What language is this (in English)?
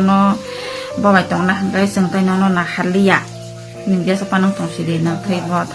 Kok Borok